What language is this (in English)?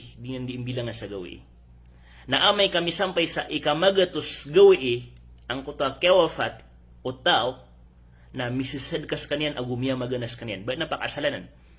Maranao